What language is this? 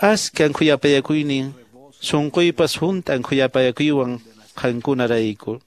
Quechua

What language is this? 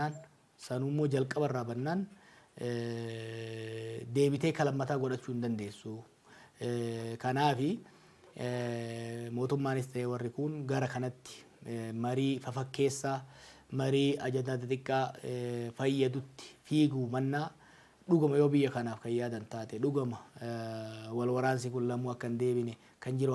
Oromo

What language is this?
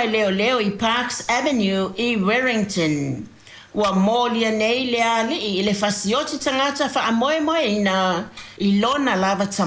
Samoan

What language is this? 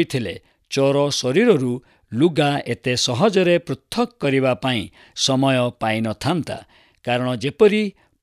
Odia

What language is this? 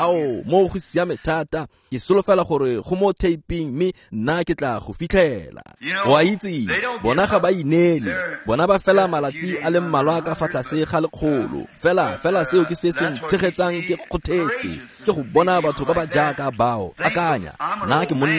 Tswana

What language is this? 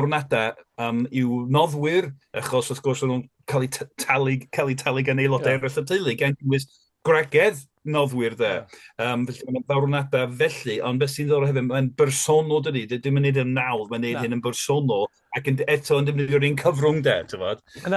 Welsh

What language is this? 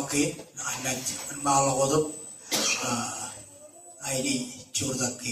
Marshallese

